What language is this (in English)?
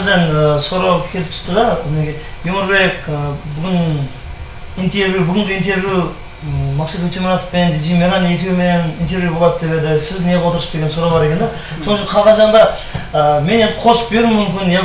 Kara-Kalpak